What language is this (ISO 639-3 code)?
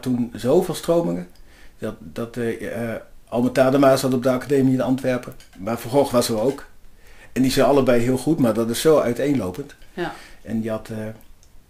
nld